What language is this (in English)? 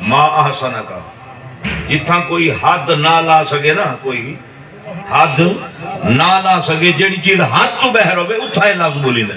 Saraiki